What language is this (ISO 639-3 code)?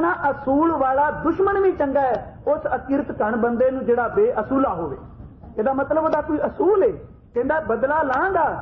pan